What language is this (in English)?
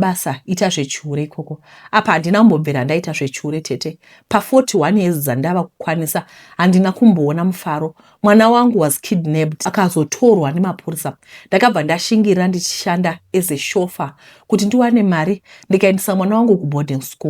Shona